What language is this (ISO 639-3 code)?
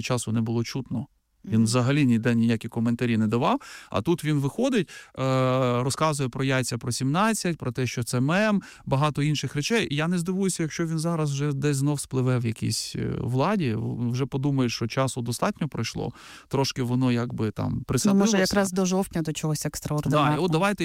ukr